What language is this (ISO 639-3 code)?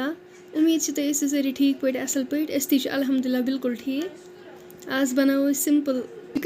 kas